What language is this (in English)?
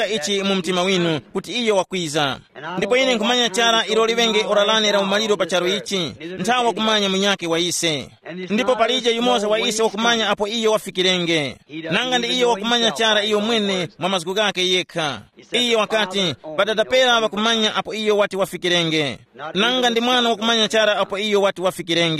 Tumbuka